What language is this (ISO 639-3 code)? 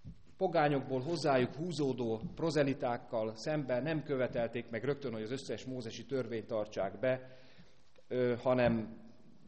hun